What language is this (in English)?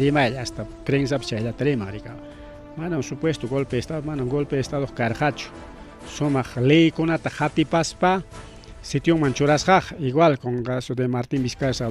Ayacucho Quechua